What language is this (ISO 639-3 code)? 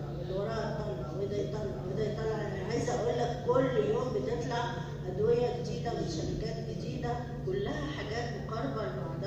arz